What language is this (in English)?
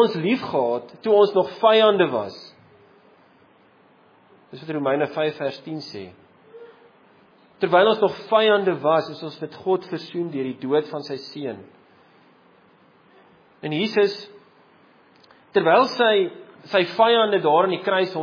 Afrikaans